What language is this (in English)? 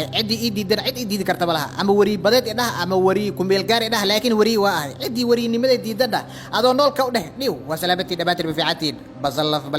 Somali